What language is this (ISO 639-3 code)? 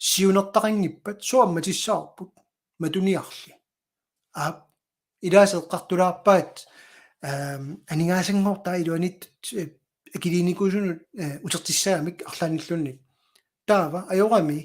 kal